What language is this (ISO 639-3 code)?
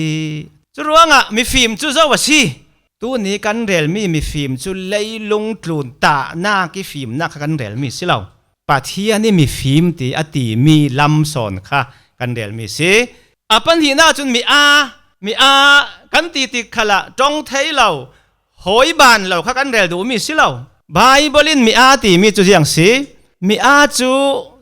cfm